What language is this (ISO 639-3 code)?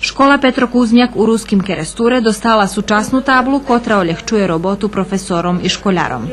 rue